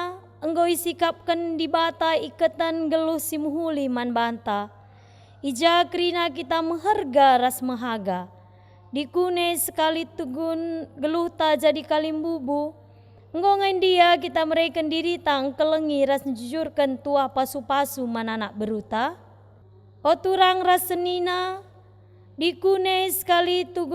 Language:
Batak Karo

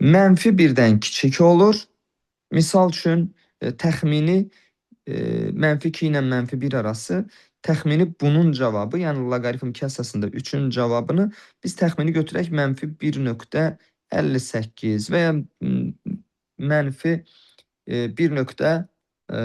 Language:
Azerbaijani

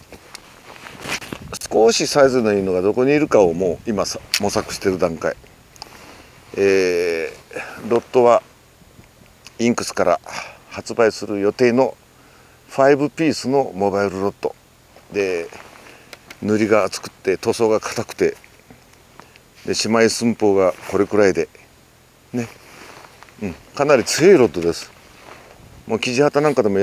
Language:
Japanese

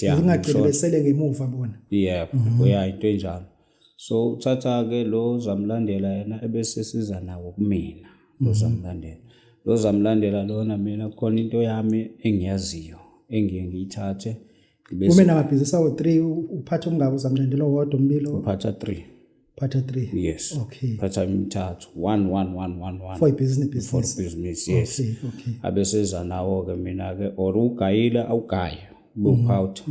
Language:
Zulu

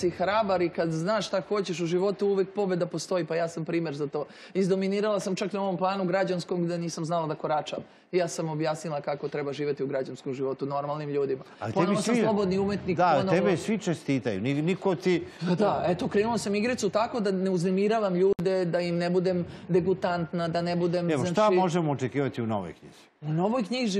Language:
Serbian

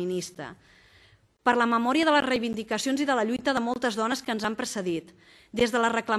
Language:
Catalan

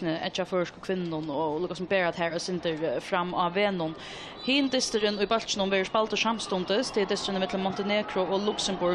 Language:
Faroese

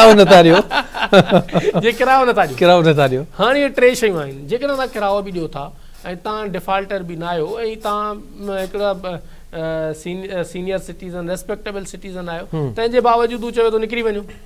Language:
Sindhi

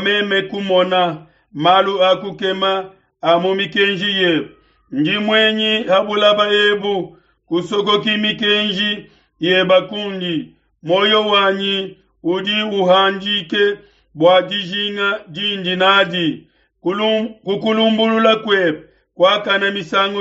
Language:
Luba-Lulua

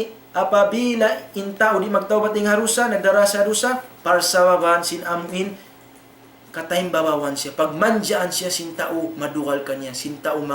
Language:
Tausug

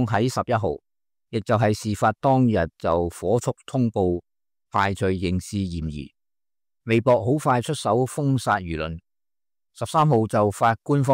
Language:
Cantonese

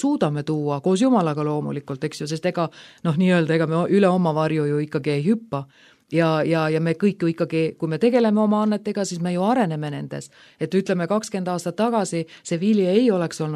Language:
Estonian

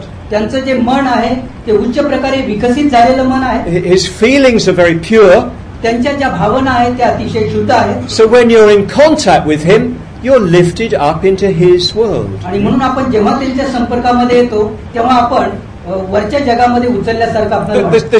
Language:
Marathi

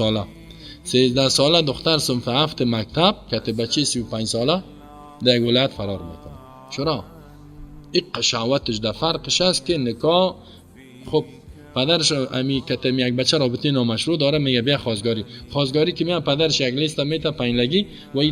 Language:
Persian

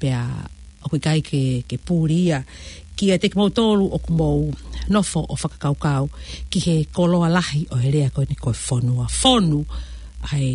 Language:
Tongan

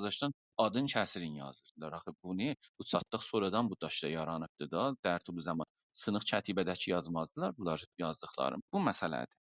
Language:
South Azerbaijani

